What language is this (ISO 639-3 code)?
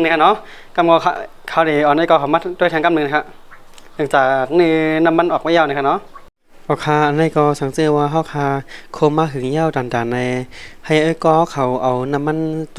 shn